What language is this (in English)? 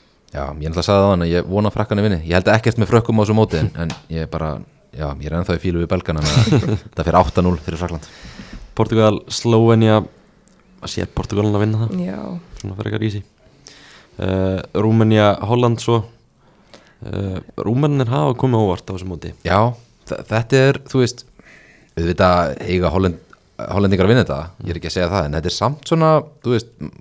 Icelandic